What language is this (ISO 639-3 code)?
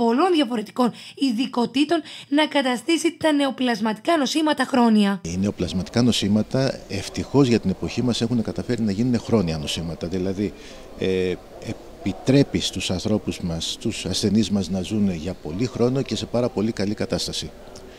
ell